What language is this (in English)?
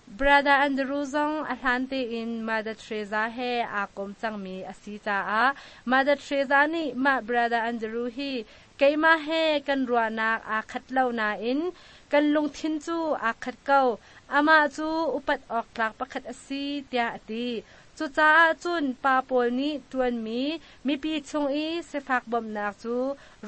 Hakha Chin